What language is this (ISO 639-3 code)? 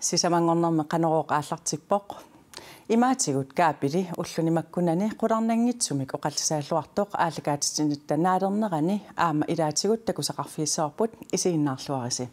kal